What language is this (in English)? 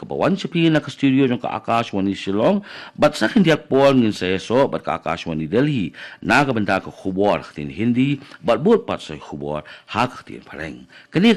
Khasi